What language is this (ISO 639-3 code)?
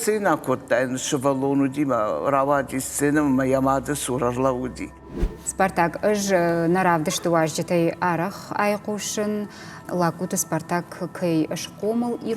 oss